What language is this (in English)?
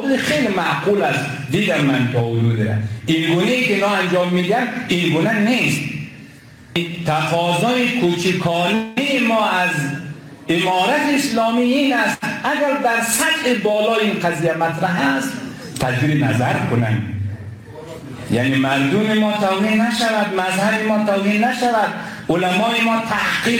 Persian